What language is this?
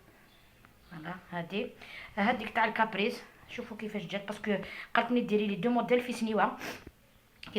Algerian Arabic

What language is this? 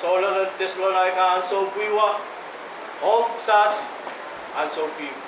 Pohnpeian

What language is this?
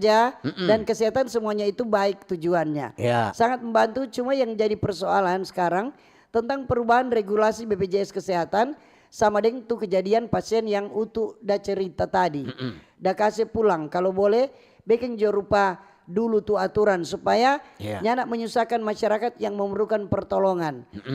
Manado Malay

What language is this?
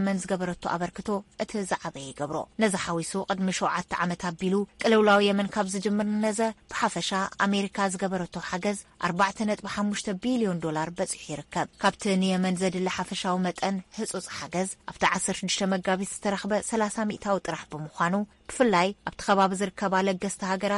Tigrinya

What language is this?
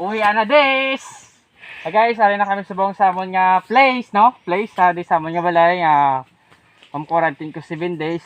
Hiligaynon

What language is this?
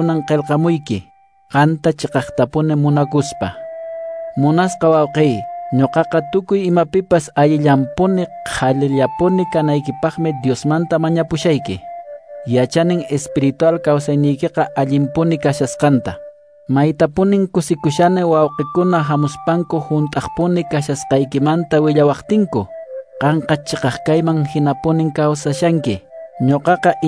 Quechua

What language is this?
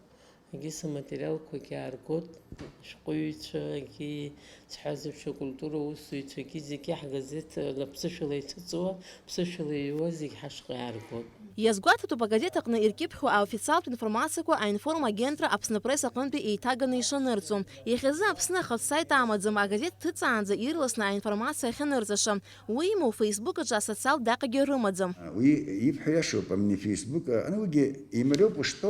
Abkhazian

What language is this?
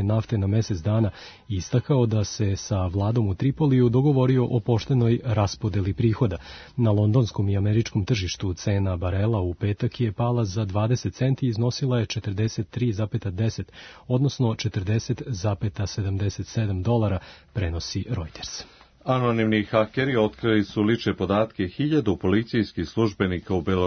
Serbian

